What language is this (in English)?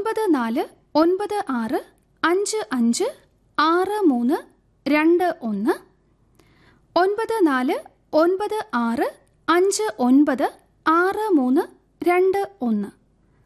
Malayalam